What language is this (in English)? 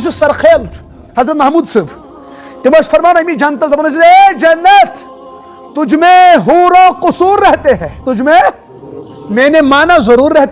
Kashmiri